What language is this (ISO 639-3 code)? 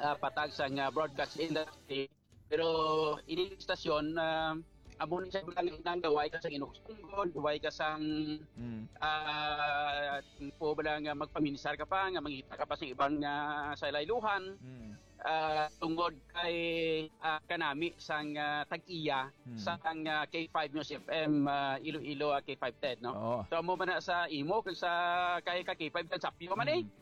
hil